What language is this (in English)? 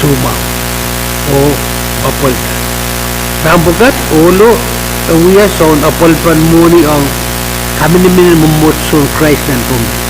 Pohnpeian